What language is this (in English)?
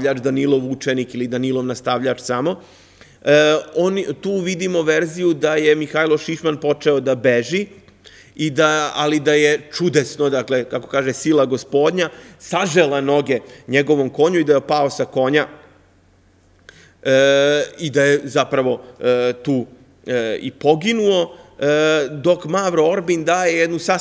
Serbian